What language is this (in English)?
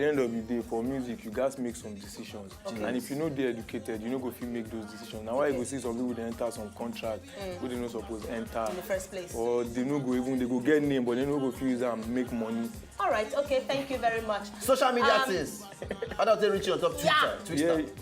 Nigerian Pidgin